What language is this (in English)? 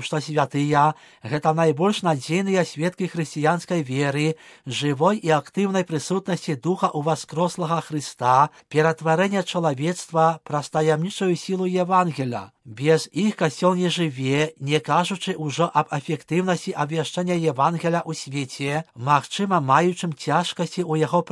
Belarusian